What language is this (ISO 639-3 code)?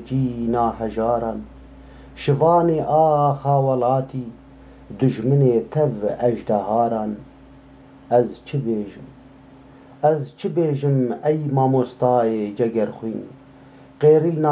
kur